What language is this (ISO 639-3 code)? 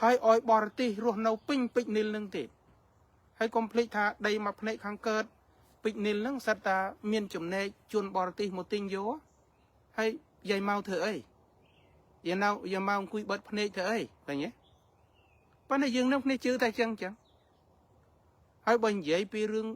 khm